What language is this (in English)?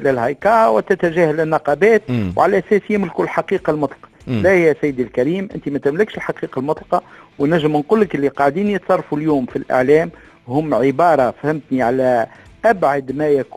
Tunisian Arabic